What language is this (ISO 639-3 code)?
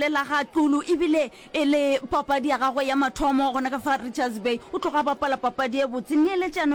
nso